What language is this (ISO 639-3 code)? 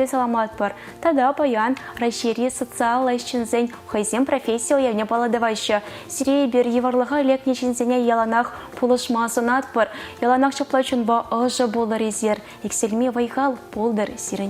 chv